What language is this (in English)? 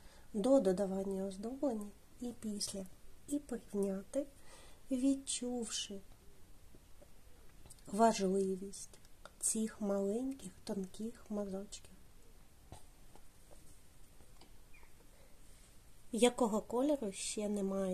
Ukrainian